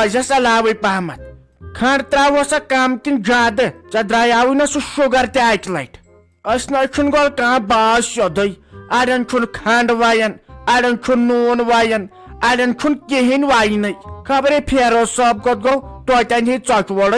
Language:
Kashmiri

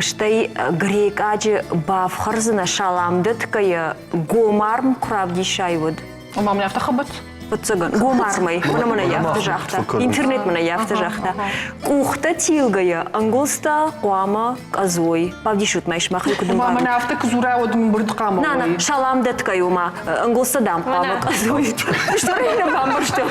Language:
Ossetic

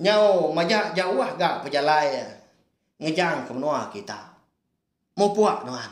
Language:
Iban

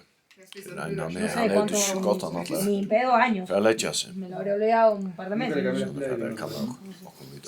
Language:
Faroese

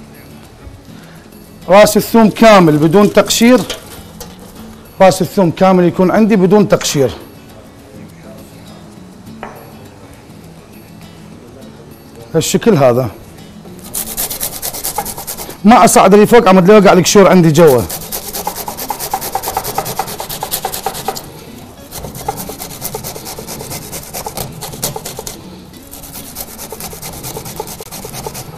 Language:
Mesopotamian Arabic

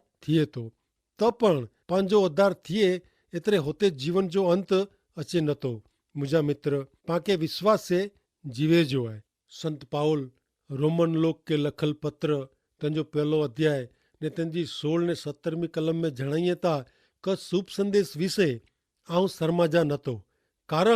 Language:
Kachhi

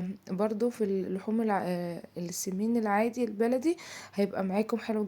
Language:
Egyptian Arabic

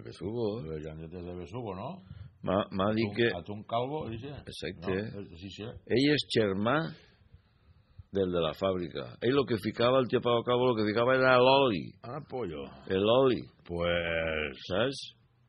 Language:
Catalan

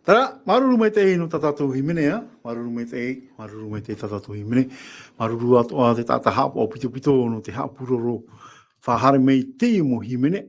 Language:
Tahitian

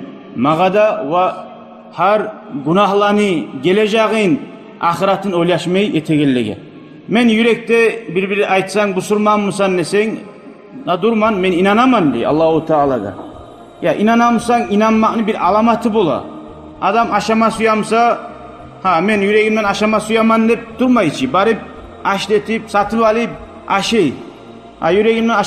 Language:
Kumyk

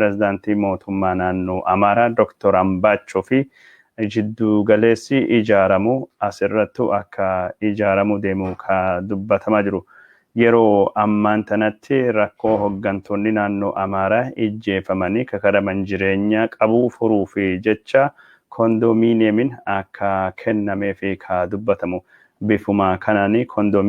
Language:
Oromo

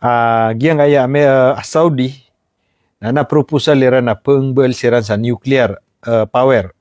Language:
Maranao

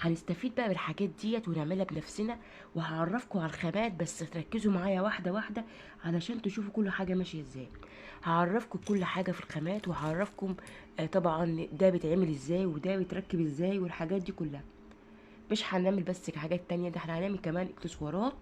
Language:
Egyptian Arabic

